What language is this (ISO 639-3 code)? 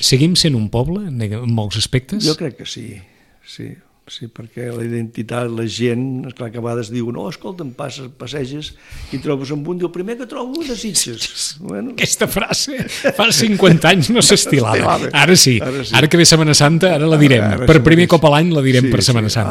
cat